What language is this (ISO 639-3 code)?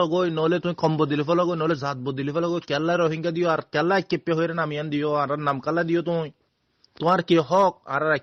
rhg